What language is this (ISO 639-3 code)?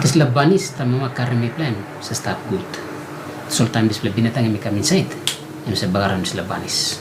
tpi